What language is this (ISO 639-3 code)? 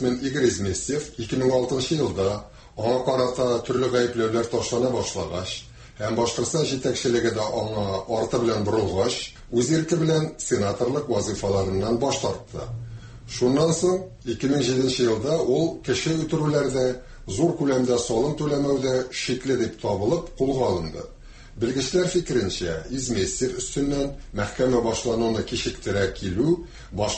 tat